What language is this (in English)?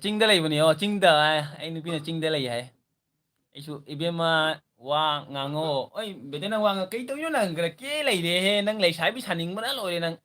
Manipuri